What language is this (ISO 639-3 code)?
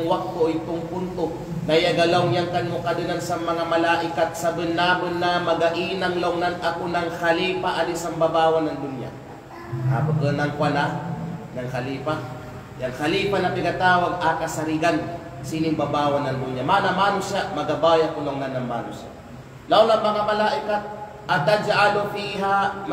kqe